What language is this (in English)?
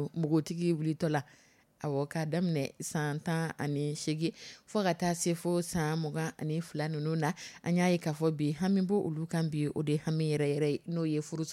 Dyula